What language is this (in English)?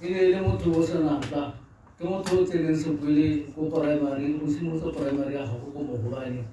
Tswana